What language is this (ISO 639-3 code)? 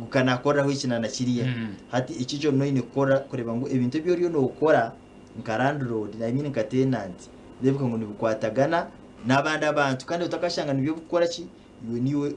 nyn